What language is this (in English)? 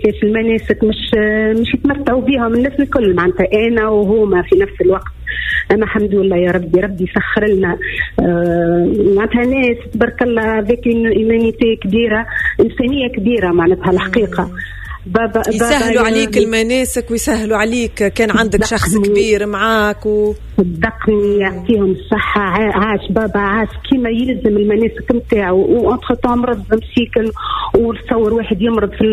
Tunisian Arabic